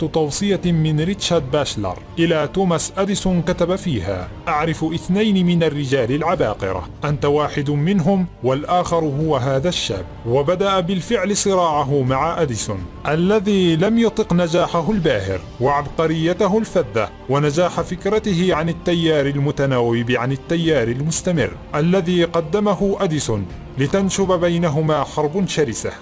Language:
Arabic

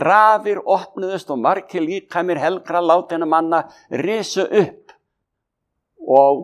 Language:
Icelandic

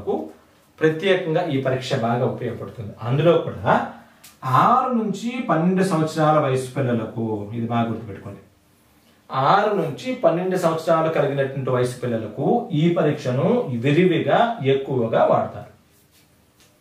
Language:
Telugu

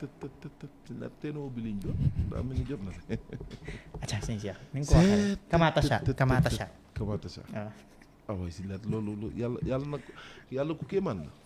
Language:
Wolof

